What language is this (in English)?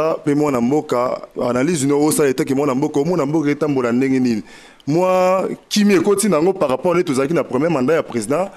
Lingala